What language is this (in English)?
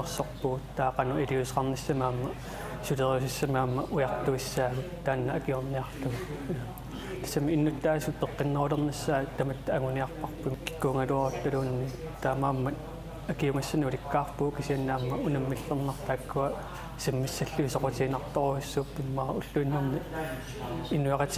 Kalaallisut